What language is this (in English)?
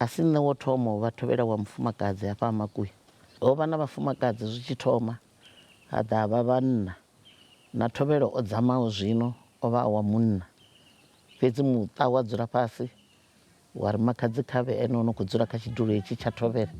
Venda